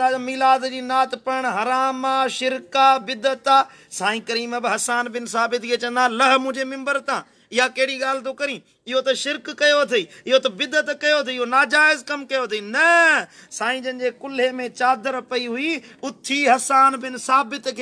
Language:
Sindhi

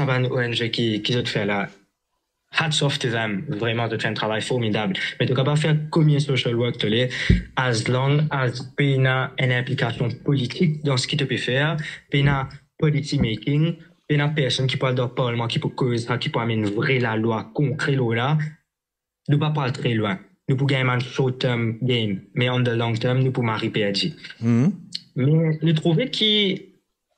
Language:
Morisyen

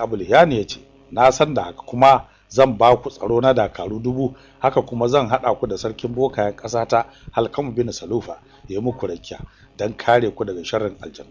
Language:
Hausa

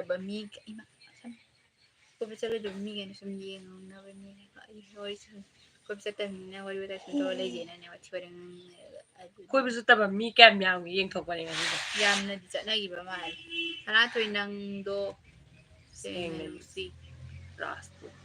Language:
Manipuri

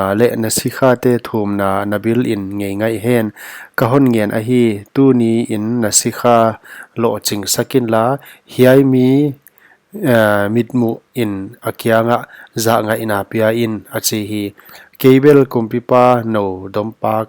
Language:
Paite Chin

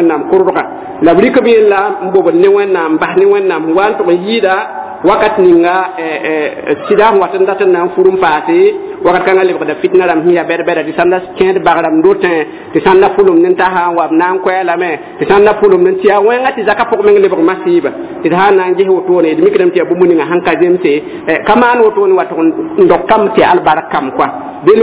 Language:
Mossi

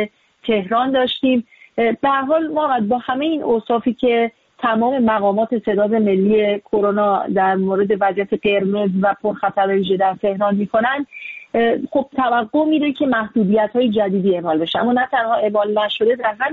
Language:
Persian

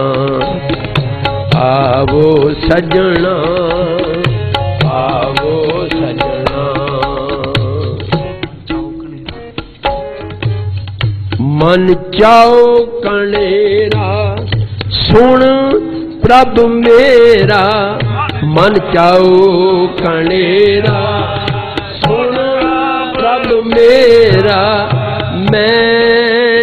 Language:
Punjabi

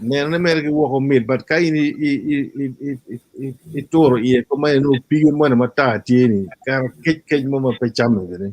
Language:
Acoli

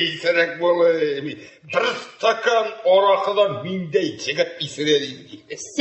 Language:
Tatar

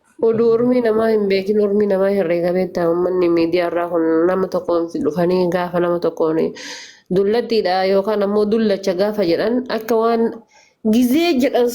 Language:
Oromo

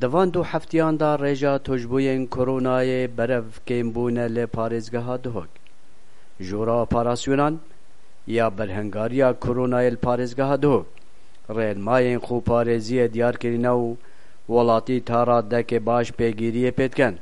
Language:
Kurdish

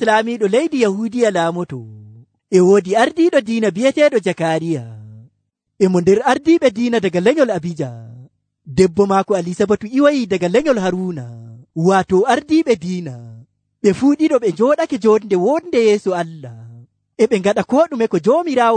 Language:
Nigerian Fulfulde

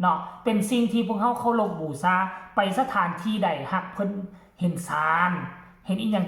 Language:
Northeastern Thai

